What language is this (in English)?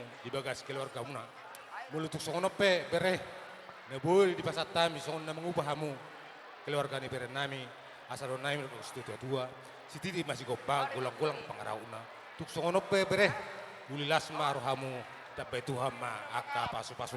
Batak Toba